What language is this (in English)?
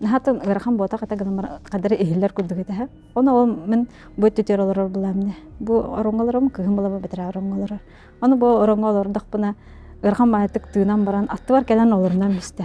Yakut